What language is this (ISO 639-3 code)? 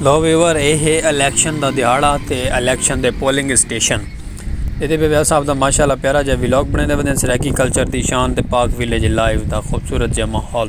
skr